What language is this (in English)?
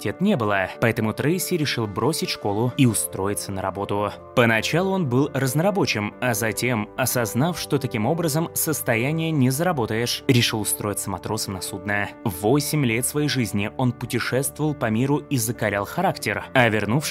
Russian